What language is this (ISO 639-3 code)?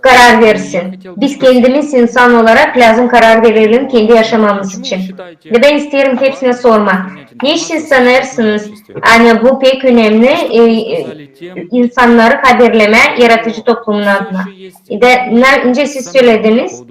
gag